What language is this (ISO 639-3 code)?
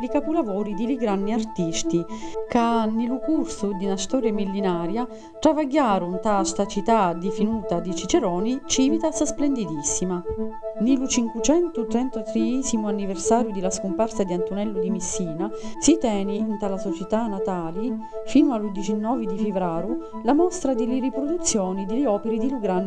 scn